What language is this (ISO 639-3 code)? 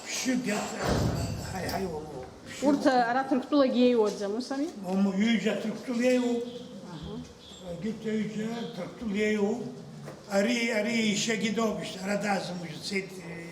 abk